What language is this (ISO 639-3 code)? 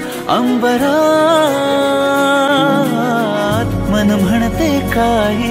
mar